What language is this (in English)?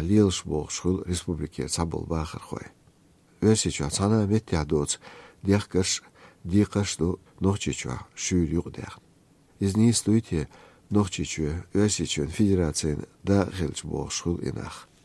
Chechen